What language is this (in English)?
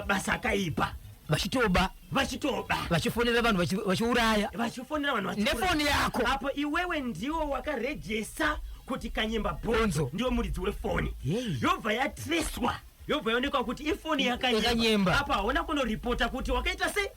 Shona